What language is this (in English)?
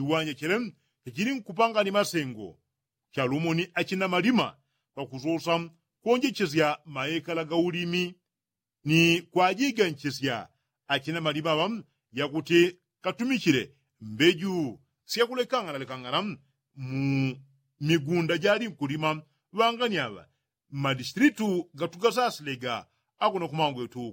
Yao